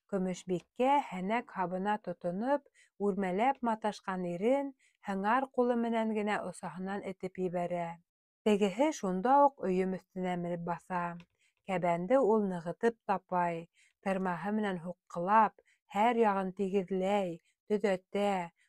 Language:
Bashkir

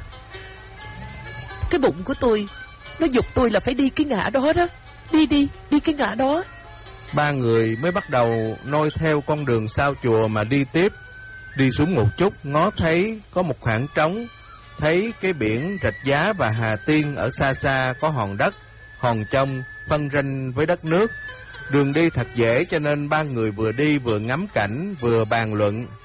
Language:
Vietnamese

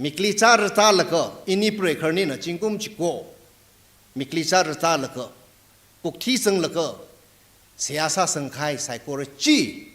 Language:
Tangkhul Naga (India)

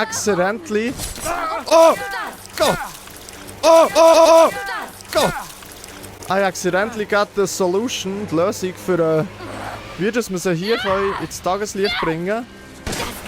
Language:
Swiss German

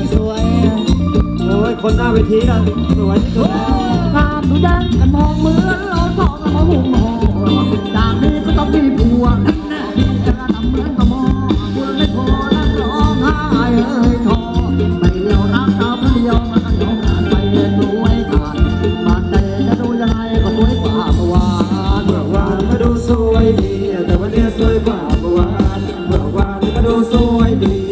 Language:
Thai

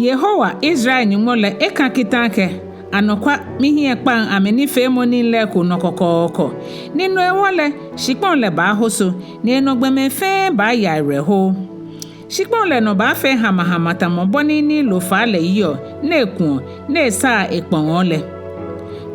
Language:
Ga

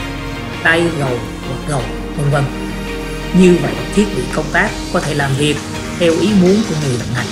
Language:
Vietnamese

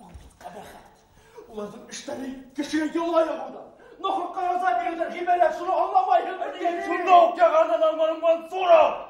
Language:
Bashkir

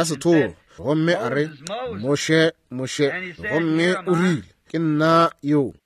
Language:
Northern Sotho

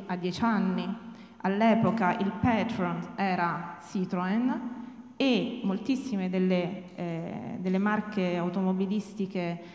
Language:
Italian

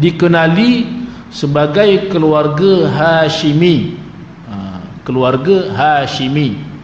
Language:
Malay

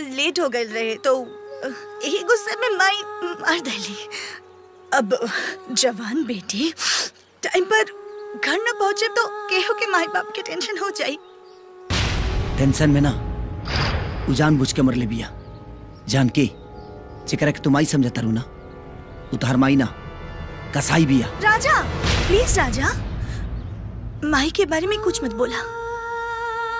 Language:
Bhojpuri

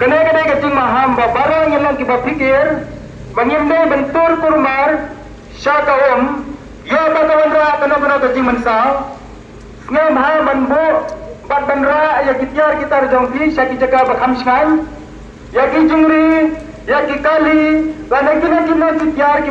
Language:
Khasi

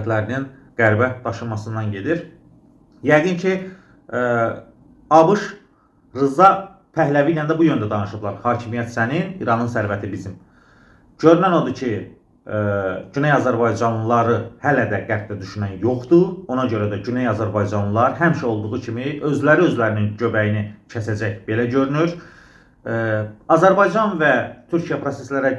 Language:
Azerbaijani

